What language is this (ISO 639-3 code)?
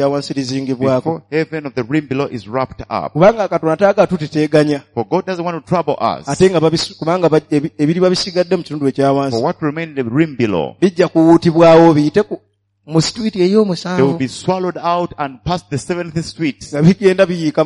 lug